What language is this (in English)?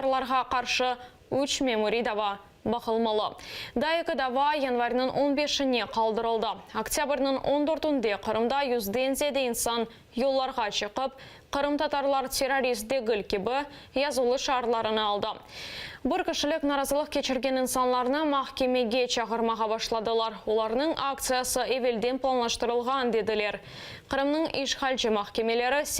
Crimean Tatar